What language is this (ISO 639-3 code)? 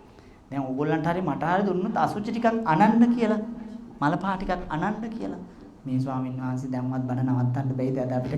sin